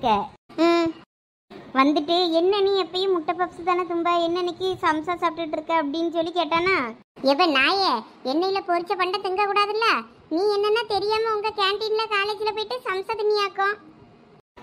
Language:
Tamil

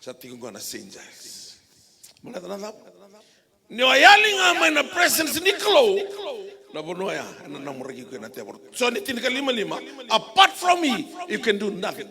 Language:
Fijian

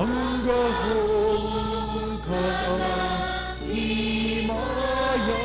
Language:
Hiligaynon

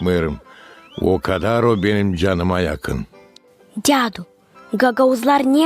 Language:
Gagauz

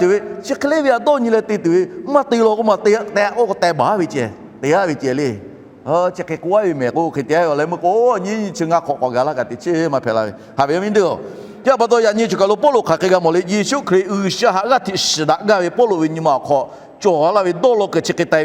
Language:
Lahu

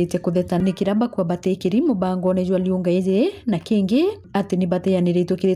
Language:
Meru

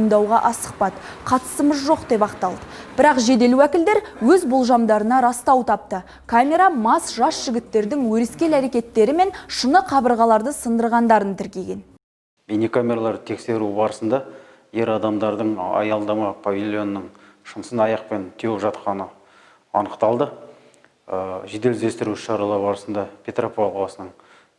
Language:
Kazakh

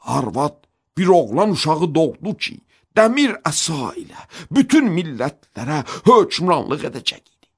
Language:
Azerbaijani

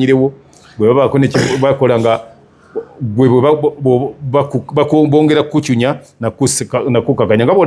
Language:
Ganda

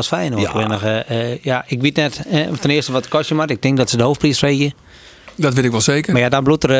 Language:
Western Frisian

